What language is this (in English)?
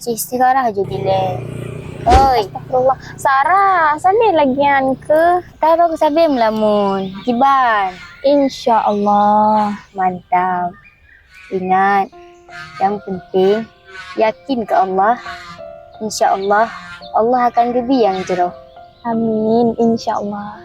Achinese